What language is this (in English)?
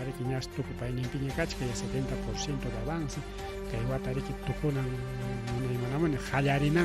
Ayacucho Quechua